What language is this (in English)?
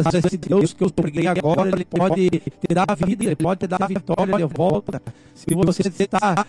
Portuguese